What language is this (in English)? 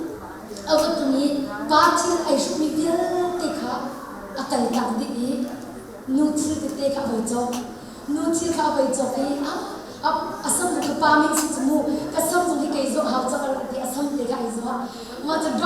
Hakha Chin